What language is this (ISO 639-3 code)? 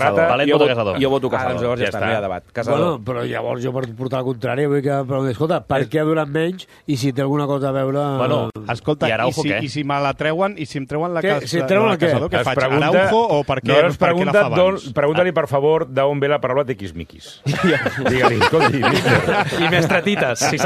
cat